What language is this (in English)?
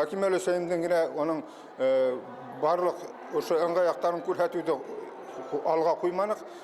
Bashkir